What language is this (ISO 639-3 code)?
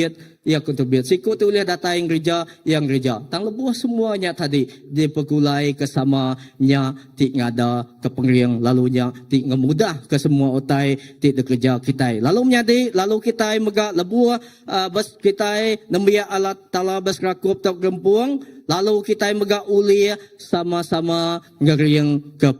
iba